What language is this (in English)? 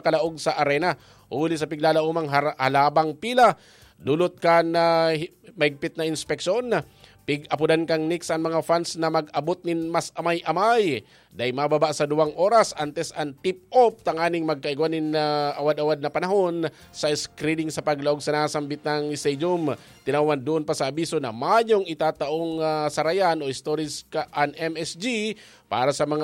Bikol